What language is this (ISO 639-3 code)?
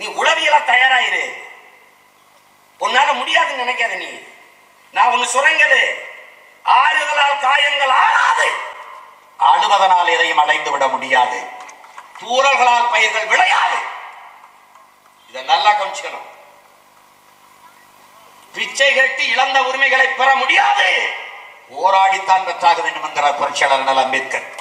tam